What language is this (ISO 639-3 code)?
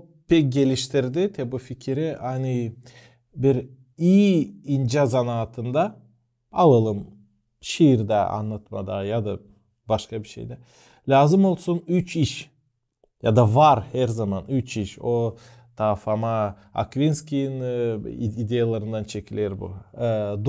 gag